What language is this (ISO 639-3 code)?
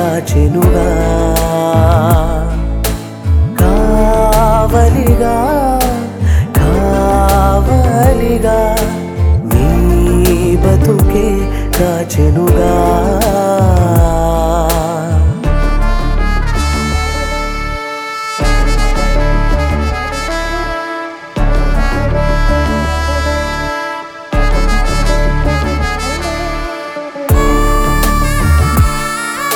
tel